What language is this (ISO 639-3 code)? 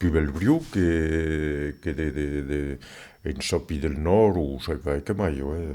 oci